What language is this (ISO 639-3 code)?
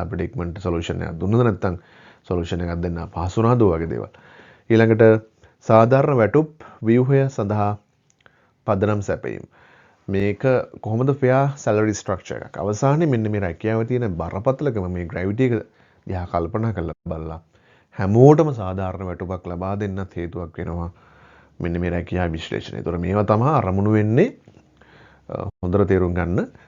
sin